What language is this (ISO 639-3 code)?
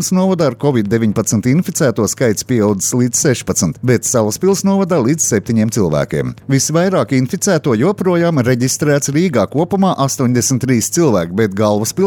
lav